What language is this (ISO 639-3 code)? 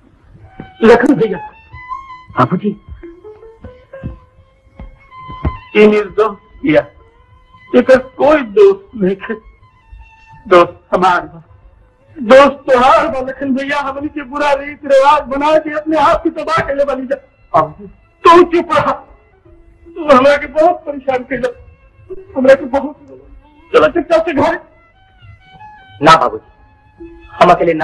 bho